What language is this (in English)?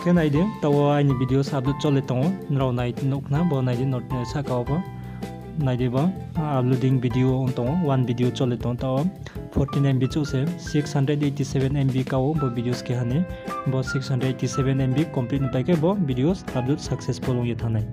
Riang (India)